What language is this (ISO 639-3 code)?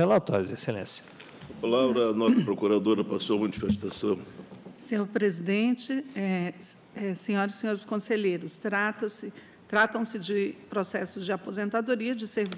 por